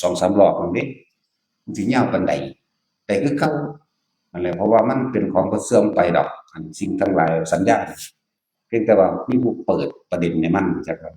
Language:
Northeastern Thai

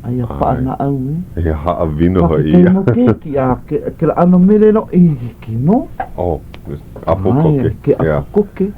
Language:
Hawaiian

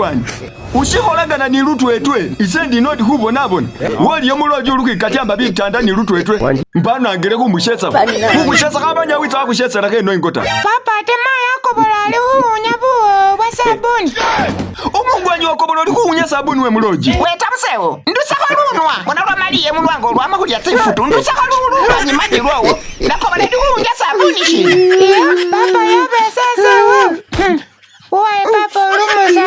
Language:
Masaaba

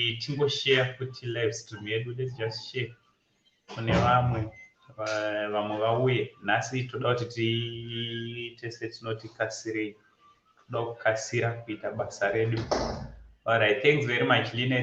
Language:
Shona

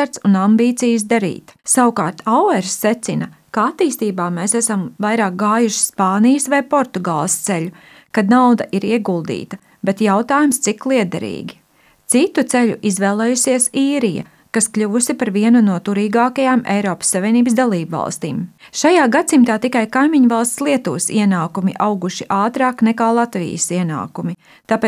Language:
Latvian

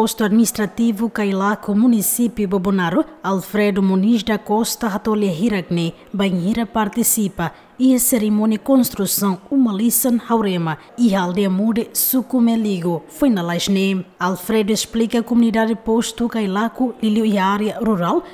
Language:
Tetum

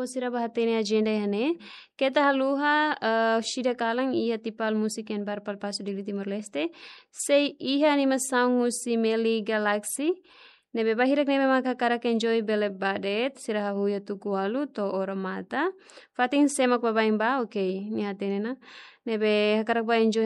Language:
Tetum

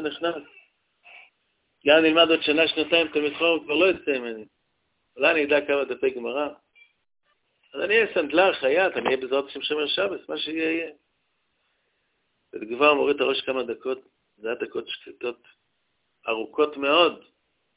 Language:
Hebrew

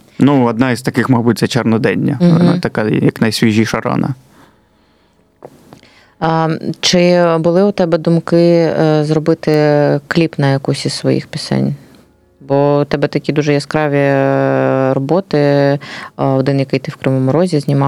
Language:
Ukrainian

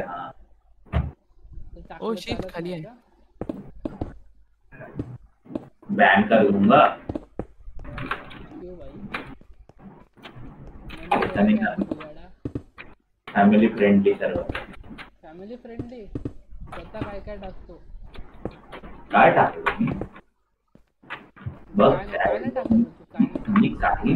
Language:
Marathi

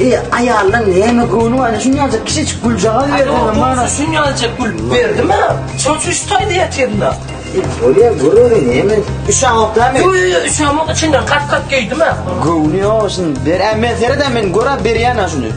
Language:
Turkmen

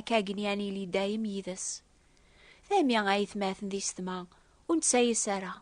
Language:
Kabyle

